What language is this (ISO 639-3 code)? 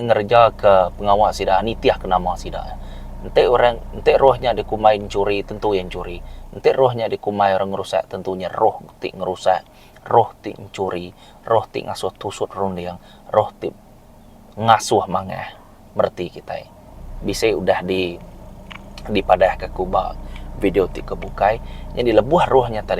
iba